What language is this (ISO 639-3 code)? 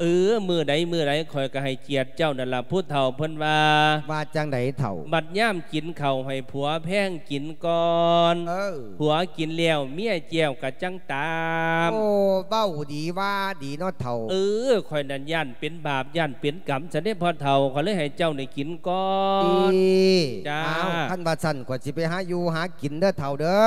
lao